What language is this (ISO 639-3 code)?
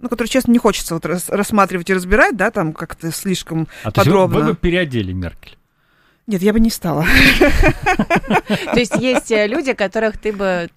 rus